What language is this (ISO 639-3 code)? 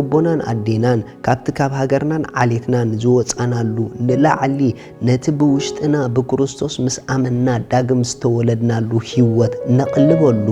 tir